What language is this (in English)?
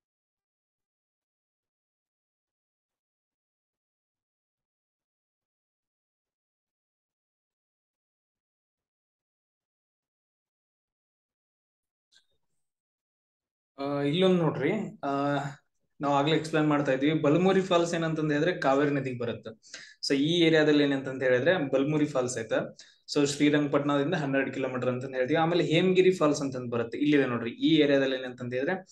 Kannada